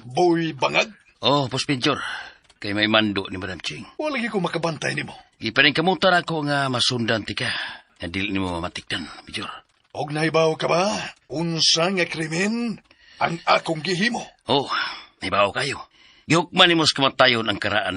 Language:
Cebuano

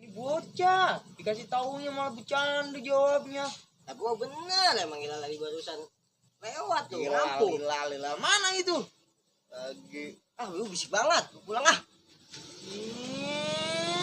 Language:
Betawi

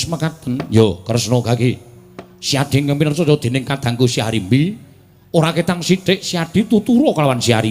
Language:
Javanese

